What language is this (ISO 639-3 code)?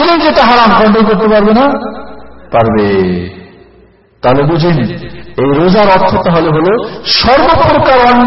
ben